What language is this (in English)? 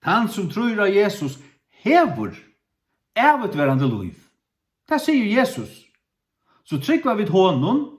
Faroese